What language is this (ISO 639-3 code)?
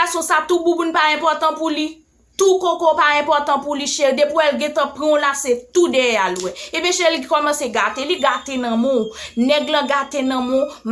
hat